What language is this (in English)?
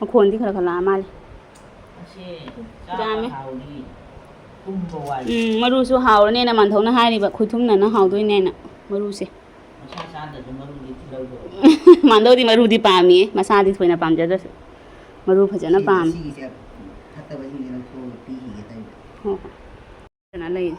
Manipuri